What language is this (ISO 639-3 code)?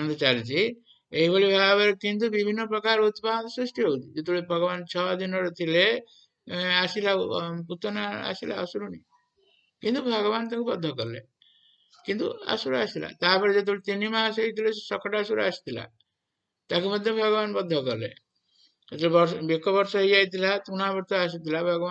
ori